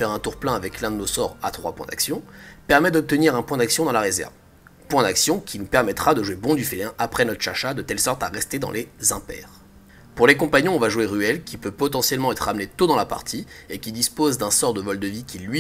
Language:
French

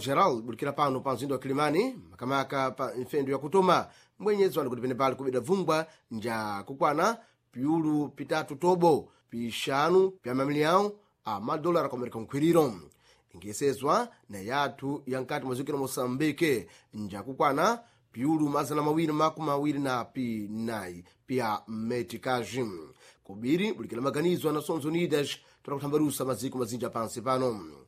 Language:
Sena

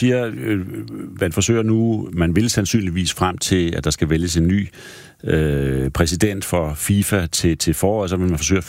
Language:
Danish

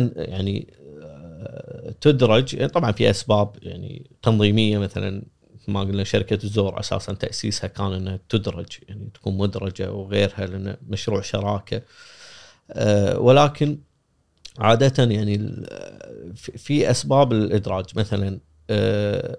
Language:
Gulf Arabic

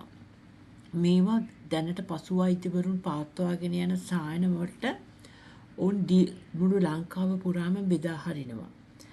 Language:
Sinhala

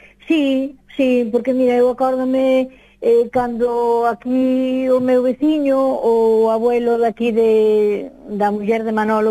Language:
Galician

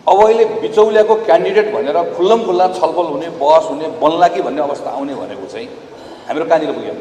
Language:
Nepali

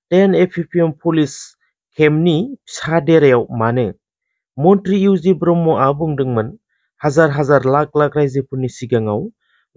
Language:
Bodo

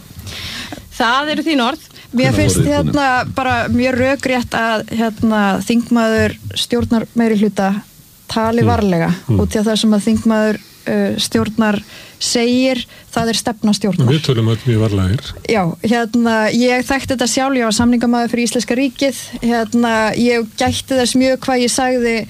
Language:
Icelandic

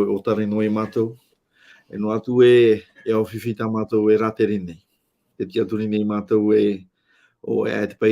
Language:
Tahitian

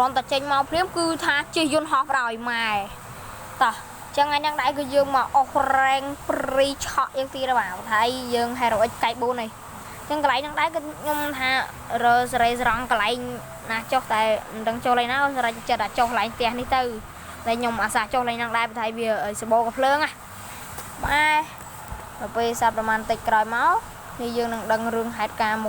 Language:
Khmer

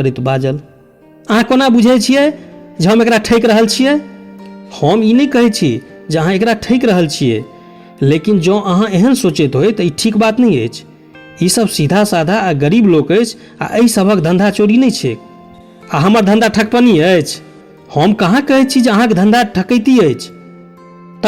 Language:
Maithili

